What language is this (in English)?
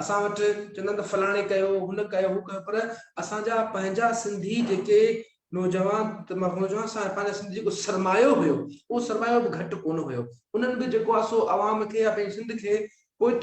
Sindhi